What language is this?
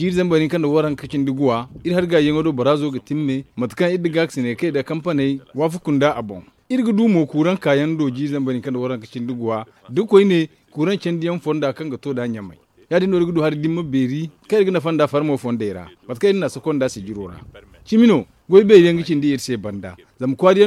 Zarma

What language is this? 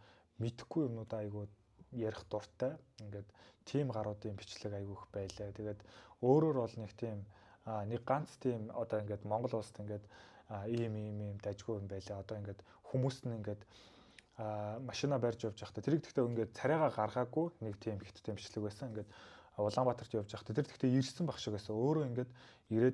Mongolian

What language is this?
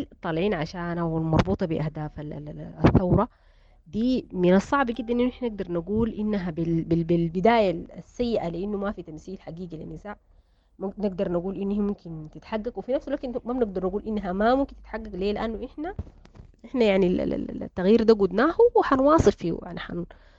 Sudanese Arabic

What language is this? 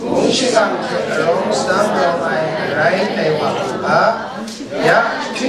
Kachin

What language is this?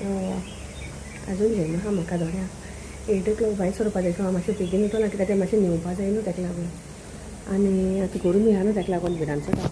Konkani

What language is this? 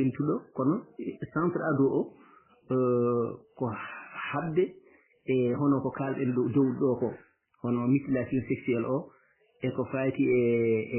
Fula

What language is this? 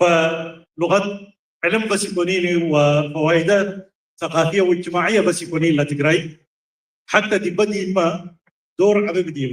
Tigre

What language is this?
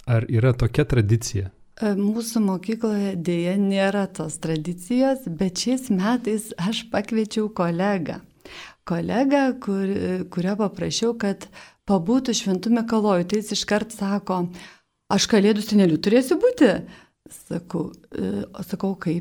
Lithuanian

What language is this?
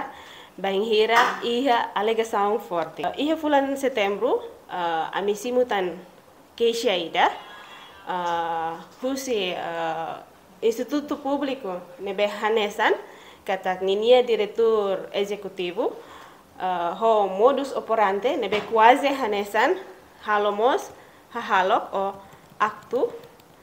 Tetum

